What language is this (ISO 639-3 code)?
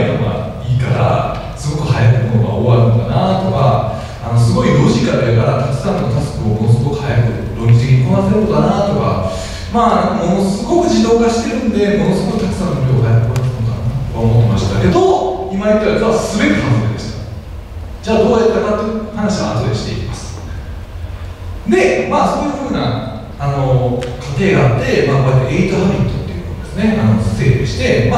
jpn